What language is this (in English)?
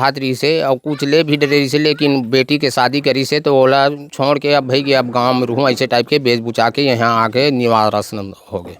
Chhattisgarhi